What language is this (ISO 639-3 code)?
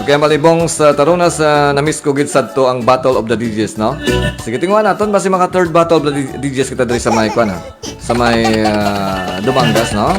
hil